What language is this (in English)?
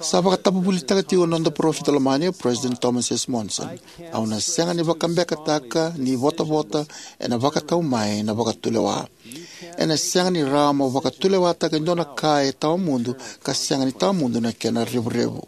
Fijian